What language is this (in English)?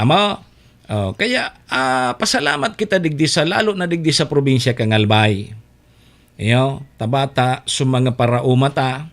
Bikol